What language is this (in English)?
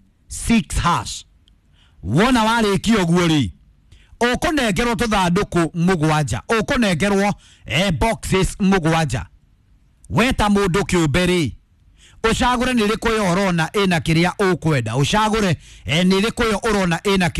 Kikuyu